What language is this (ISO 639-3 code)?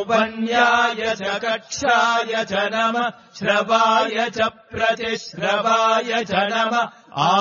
san